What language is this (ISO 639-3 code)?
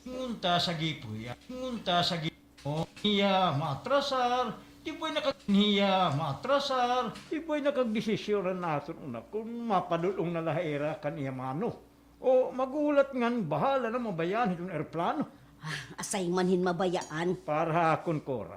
war